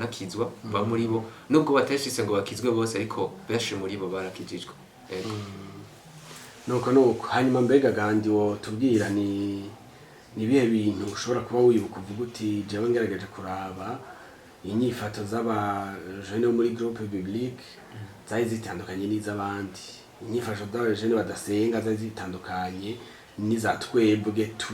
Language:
Rundi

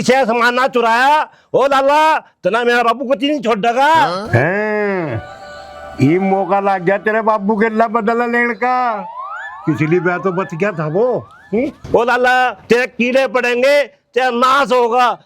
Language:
Haryanvi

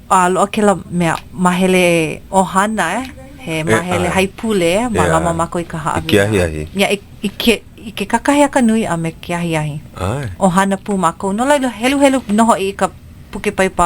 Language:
Hawaiian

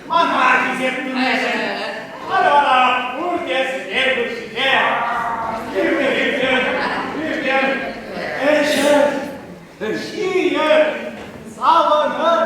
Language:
Chuvash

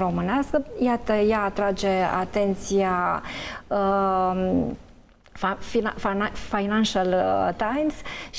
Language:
Romanian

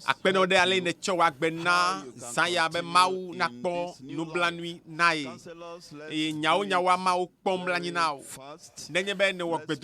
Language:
Ewe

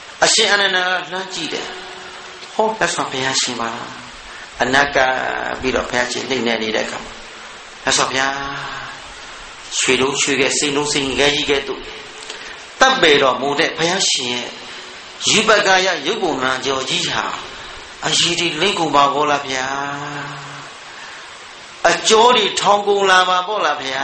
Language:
Burmese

